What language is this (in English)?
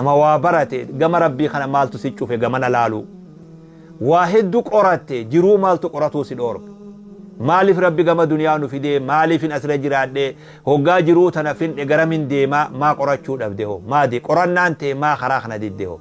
Oromo